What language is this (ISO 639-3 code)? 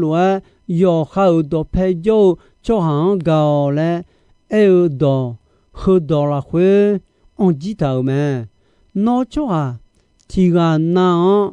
ahk